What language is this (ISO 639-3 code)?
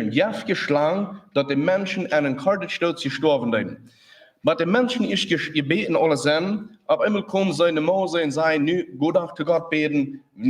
pdt